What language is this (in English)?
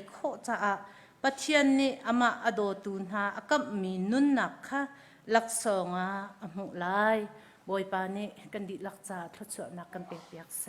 Hakha Chin